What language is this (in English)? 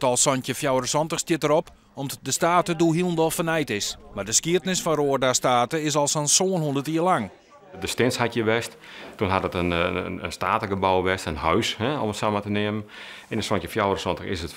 Western Frisian